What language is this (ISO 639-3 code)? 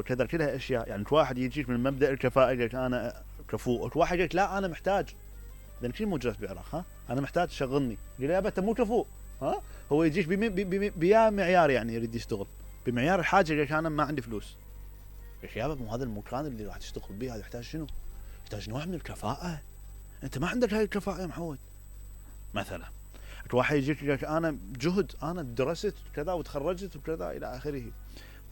acm